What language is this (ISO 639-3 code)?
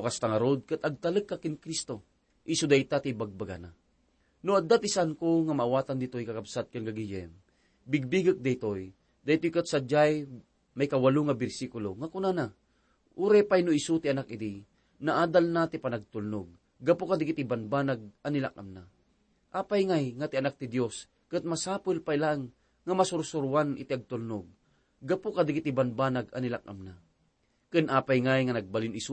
ilo